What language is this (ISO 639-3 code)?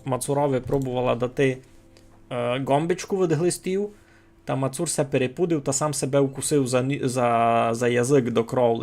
rue